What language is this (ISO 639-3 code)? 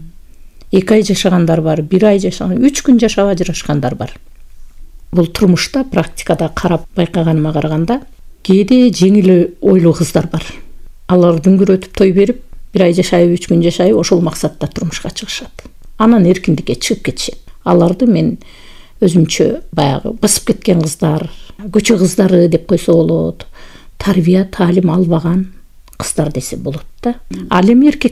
kir